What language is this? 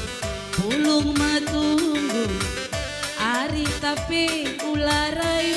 Batak Karo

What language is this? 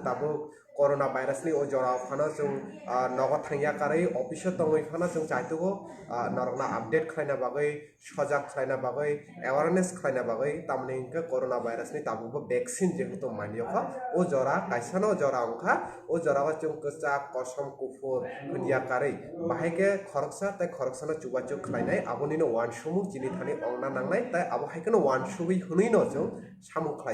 Kok Borok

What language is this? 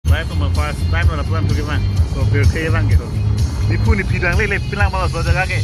Karbi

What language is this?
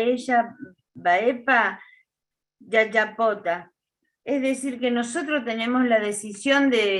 Guarani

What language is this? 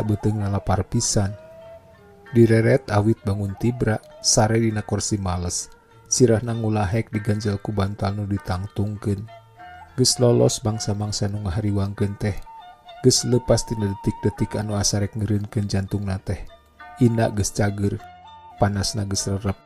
Sundanese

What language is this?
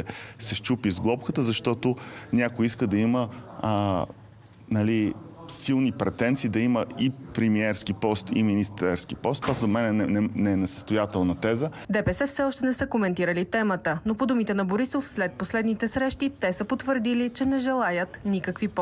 Bulgarian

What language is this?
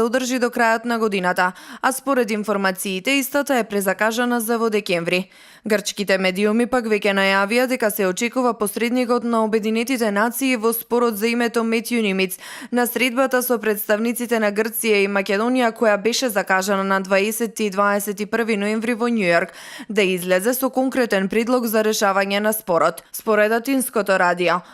Macedonian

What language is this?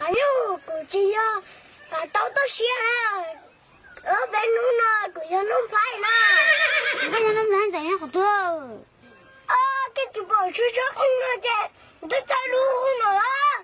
Hmong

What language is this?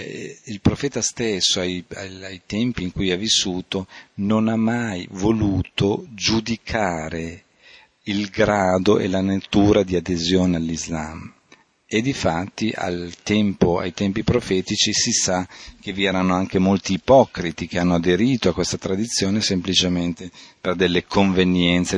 Italian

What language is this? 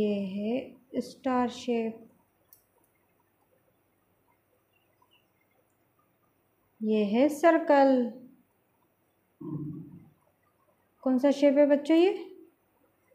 Hindi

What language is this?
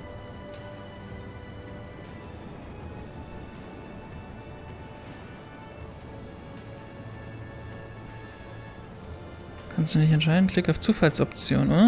German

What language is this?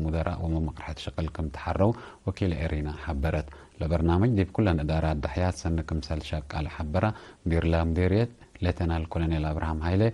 Tigre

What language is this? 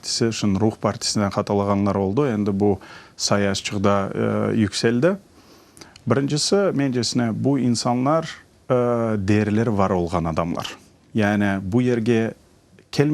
Crimean Tatar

